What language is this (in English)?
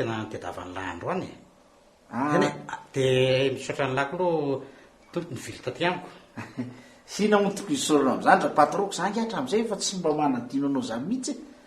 Malagasy